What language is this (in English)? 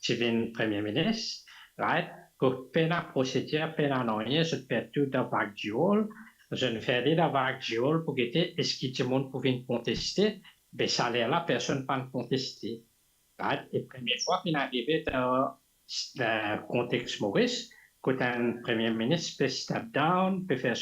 Morisyen